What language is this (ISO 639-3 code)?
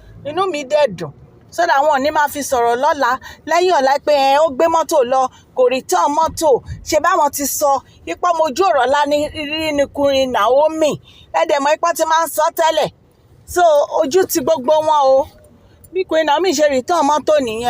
yor